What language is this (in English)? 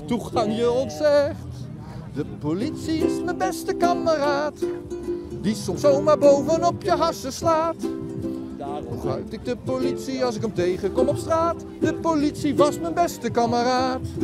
Dutch